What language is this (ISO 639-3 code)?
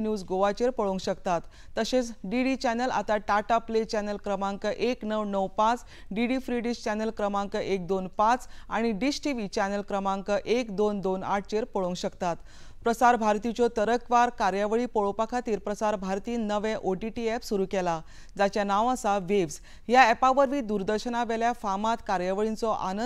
kok